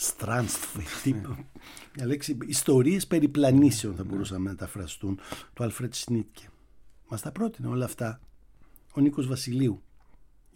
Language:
Greek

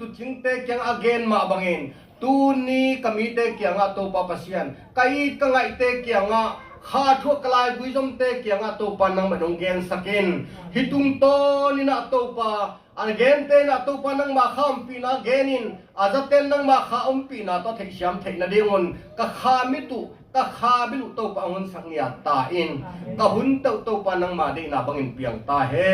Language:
Tedim Chin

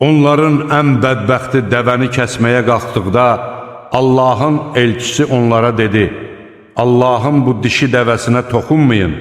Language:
Azerbaijani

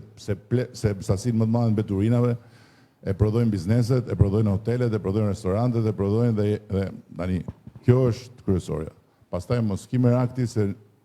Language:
Albanian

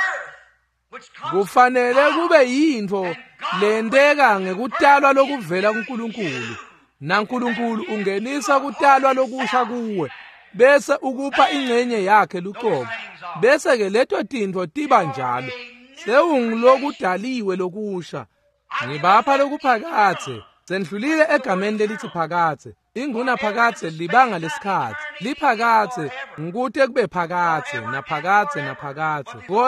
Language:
Swati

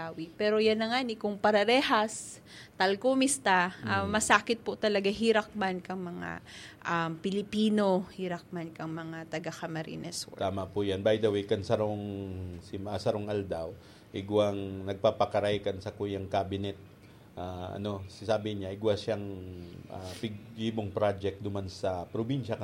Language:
Bikol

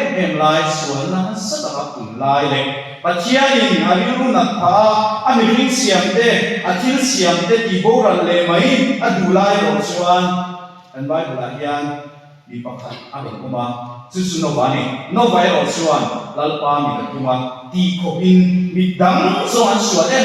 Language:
Mizo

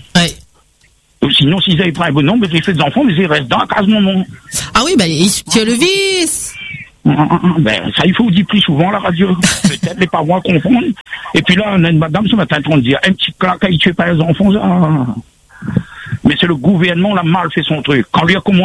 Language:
French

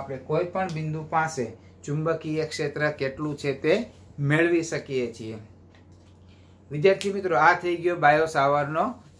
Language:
Gujarati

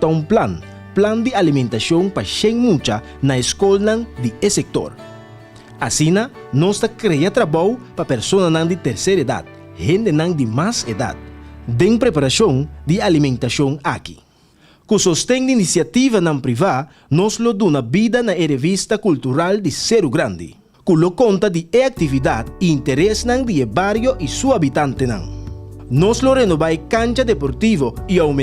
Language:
Papiamento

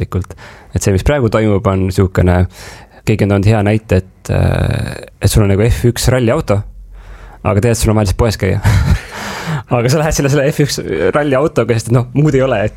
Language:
Estonian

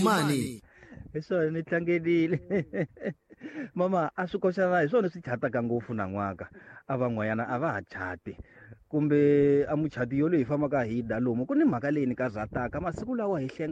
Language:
Tsonga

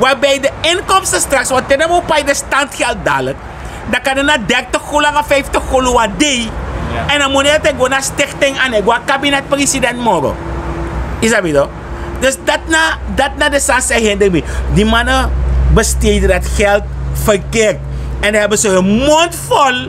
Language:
Sranan Tongo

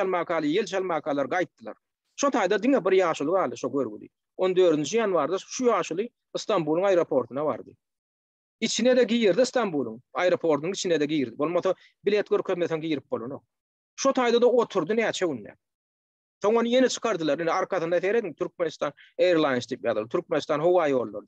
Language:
Turkmen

